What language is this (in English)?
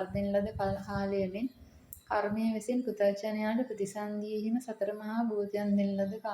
Sinhala